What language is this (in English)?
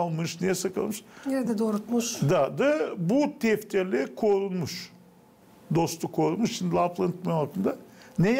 Gagauz